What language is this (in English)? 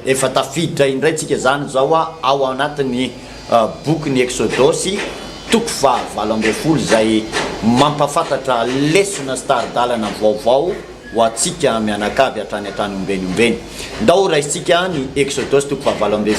Malagasy